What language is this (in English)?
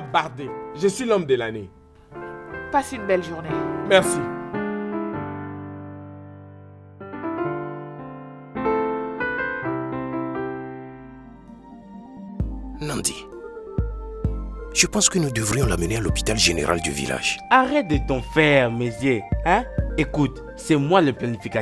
French